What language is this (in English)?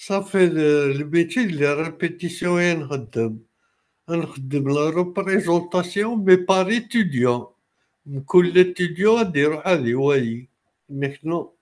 Kabyle